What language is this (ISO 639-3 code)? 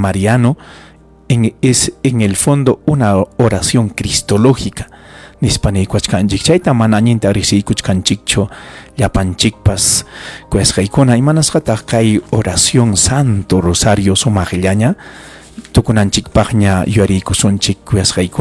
quy